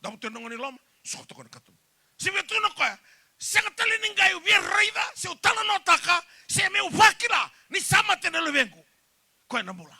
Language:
Fijian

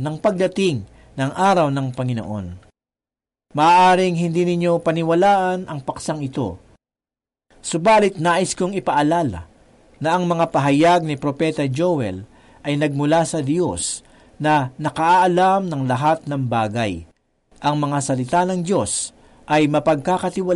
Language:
Filipino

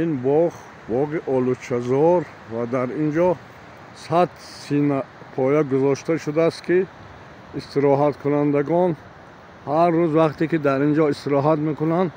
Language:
Tajik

